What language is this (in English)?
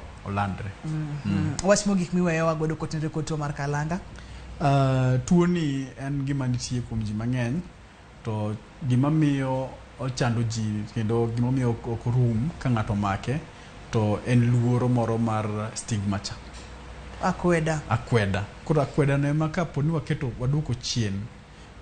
Luo (Kenya and Tanzania)